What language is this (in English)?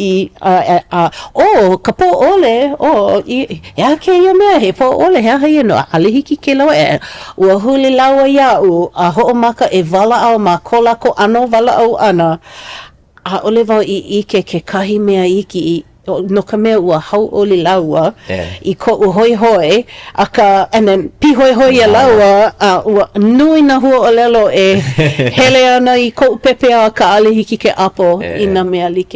Hawaiian